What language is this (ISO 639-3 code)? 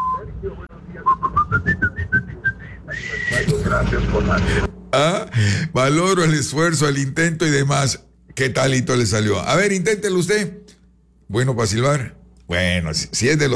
spa